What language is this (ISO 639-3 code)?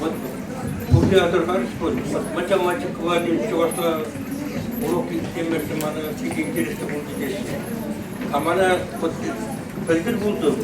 chv